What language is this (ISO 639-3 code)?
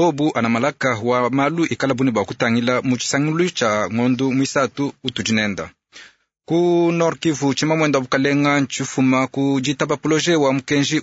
lua